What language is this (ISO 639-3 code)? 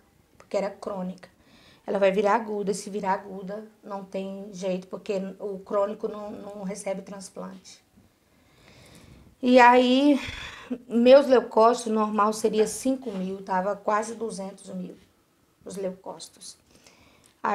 por